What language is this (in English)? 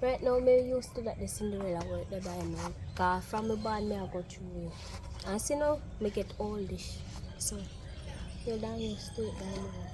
Jamaican Creole English